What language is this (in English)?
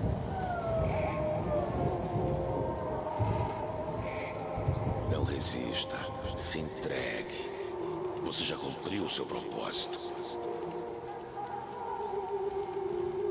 Portuguese